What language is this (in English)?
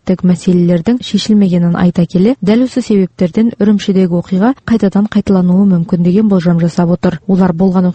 Kazakh